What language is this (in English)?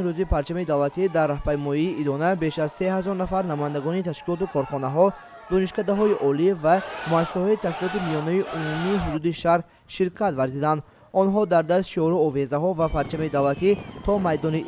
Tajik